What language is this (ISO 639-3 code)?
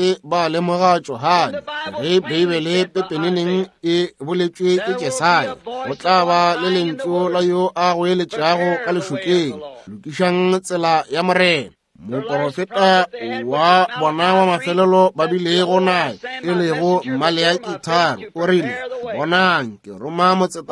nso